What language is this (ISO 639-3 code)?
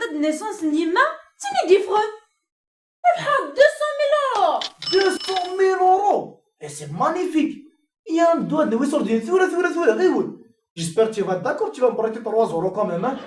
kab